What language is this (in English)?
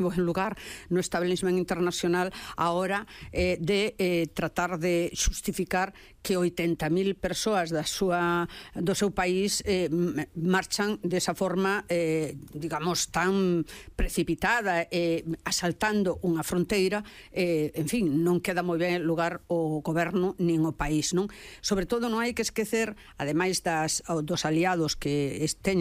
Galician